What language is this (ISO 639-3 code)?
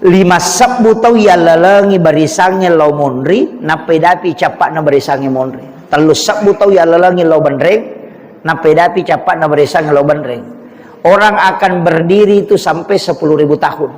bug